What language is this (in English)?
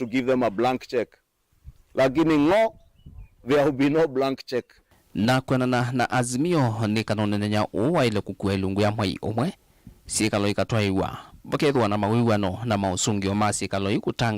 Kamba